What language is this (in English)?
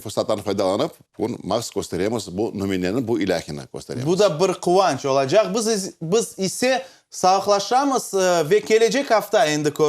Crimean Tatar